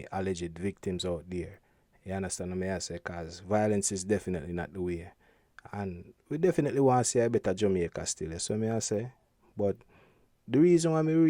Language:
Jamaican Creole English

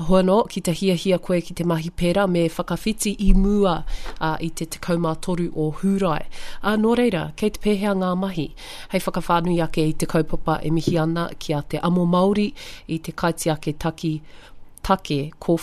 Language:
Māori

